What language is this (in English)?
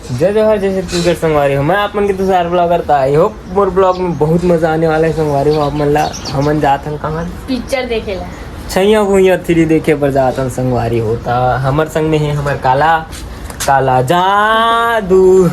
Chhattisgarhi